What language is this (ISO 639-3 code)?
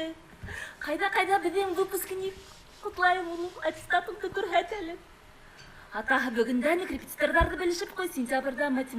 bak